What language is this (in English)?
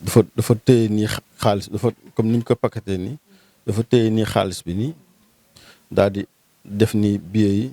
Wolof